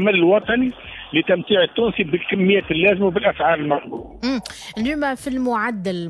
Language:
Tunisian Arabic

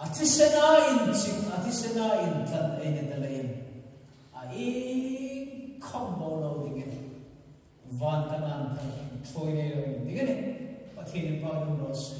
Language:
Hmar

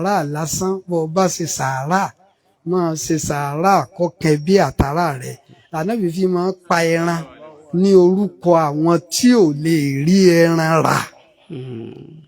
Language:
Yoruba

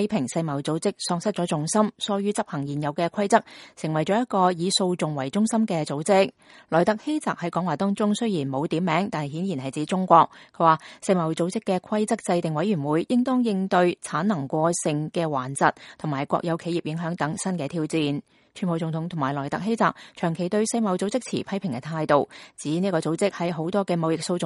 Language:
Cantonese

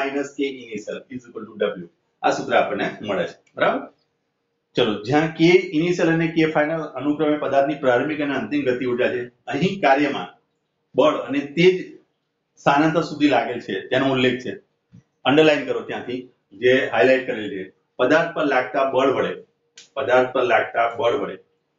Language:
Gujarati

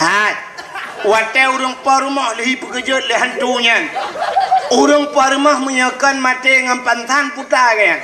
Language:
Achinese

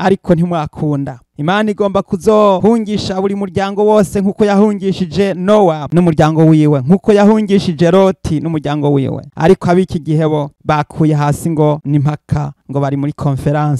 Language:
Rundi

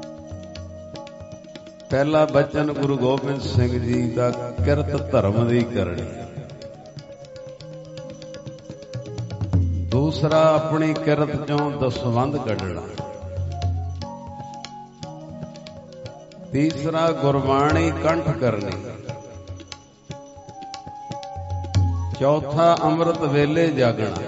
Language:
Punjabi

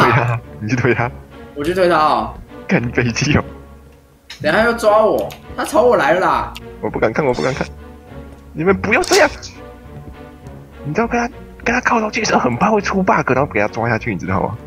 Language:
Chinese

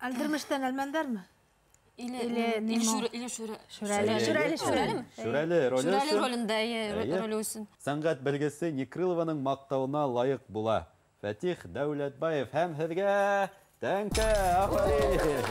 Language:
Bashkir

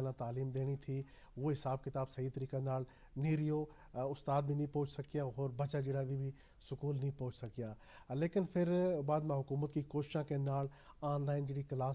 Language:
Gujari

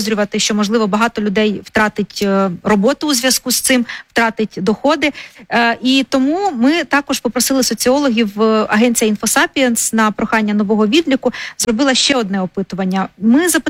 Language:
Ukrainian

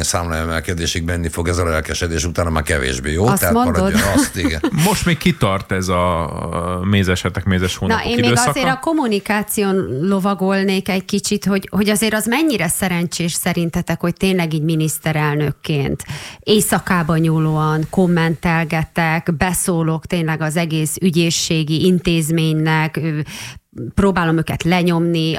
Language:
Hungarian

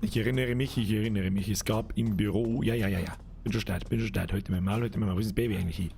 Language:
Bavarian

